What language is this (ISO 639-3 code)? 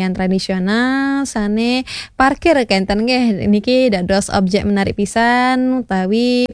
ban